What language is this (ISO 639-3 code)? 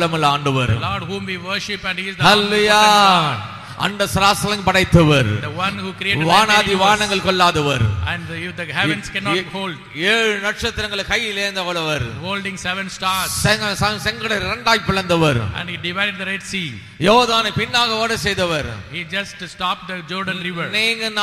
tam